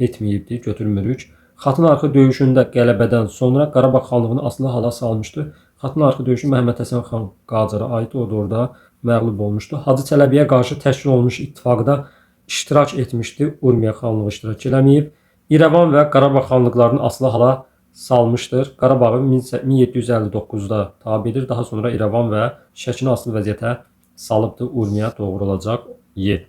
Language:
Azerbaijani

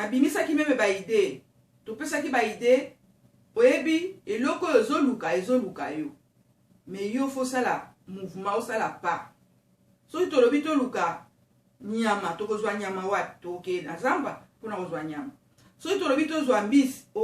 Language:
Lingala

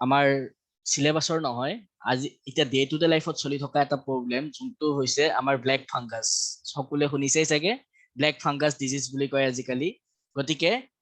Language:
Assamese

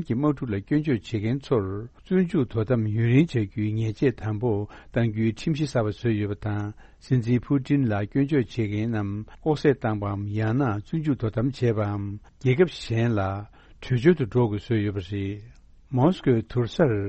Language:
Tibetan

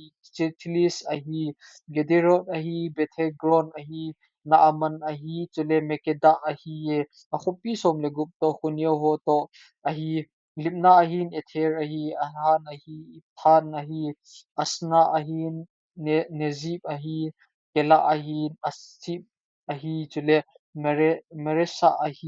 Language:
Thado Chin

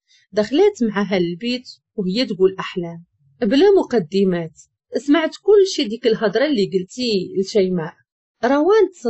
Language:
Moroccan Arabic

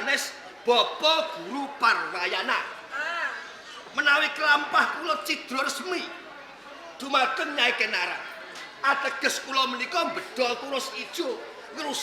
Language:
Javanese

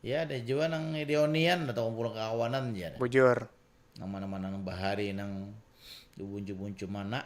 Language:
Banjar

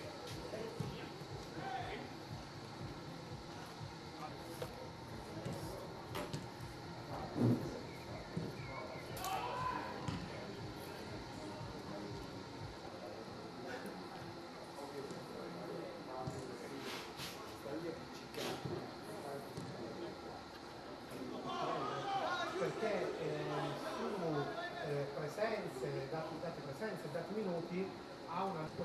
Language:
Italian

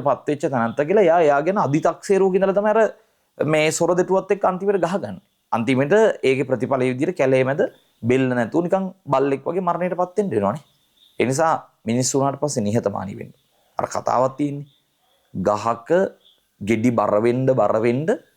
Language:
Sinhala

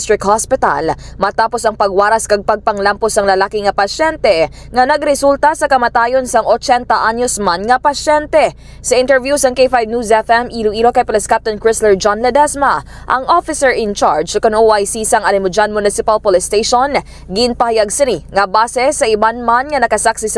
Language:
Hiligaynon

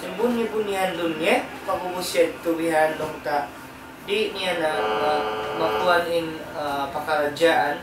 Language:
Tausug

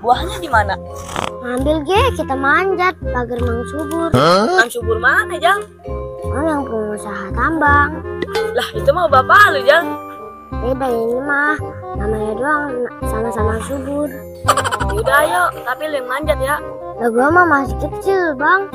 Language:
Betawi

